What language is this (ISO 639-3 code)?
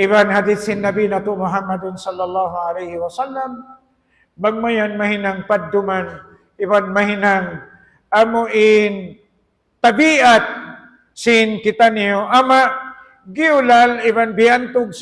tsg